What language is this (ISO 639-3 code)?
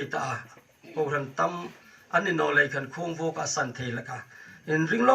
hmr